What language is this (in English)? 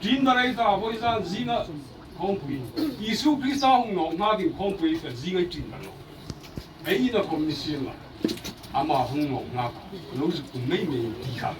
Hmar